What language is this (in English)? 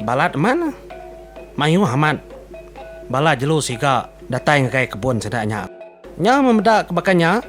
Iban